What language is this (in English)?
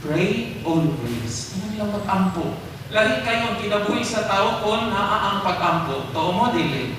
Cebuano